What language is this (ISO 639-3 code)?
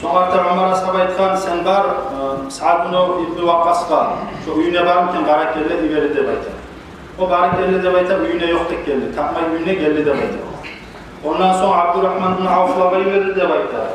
kum